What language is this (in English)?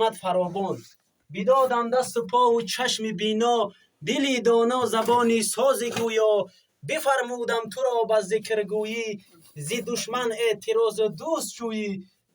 Tajik